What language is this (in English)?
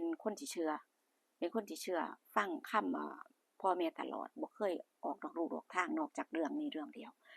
Northeastern Thai